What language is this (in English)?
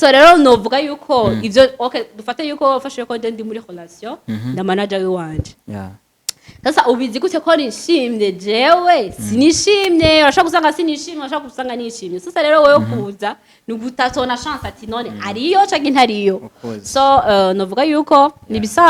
Rundi